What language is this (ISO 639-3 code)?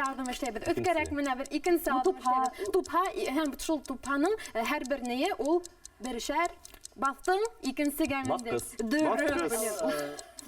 bak